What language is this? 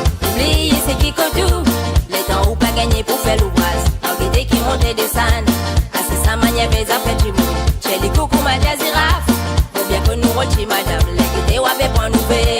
Morisyen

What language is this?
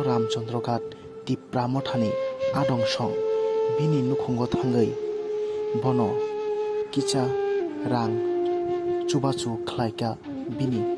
Kok Borok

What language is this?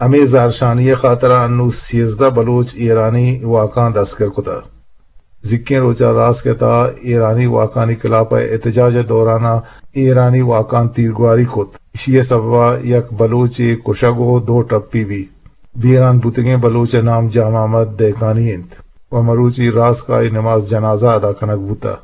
Eastern Balochi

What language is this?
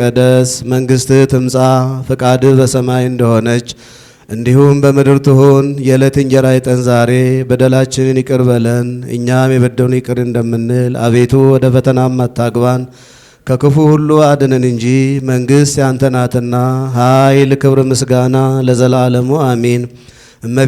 Amharic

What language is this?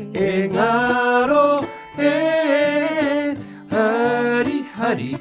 Māori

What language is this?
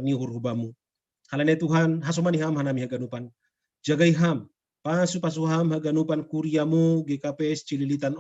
Batak Simalungun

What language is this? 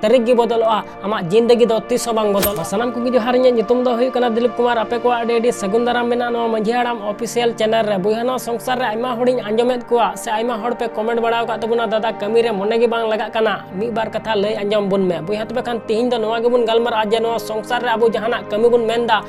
Santali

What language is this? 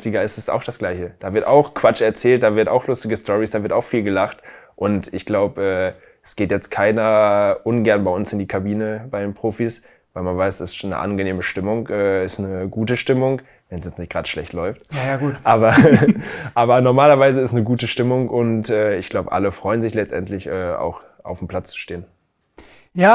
German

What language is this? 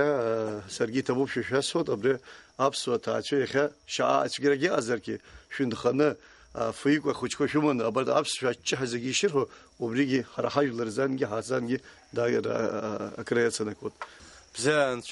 Abkhazian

